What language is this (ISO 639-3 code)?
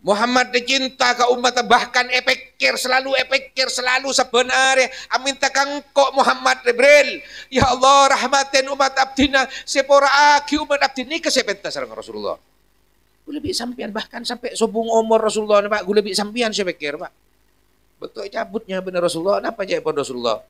mad